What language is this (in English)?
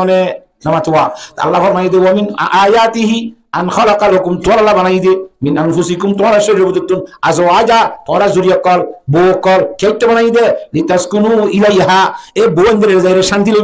Rohingya